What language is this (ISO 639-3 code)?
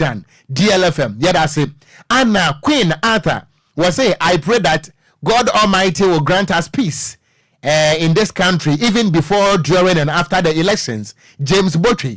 aka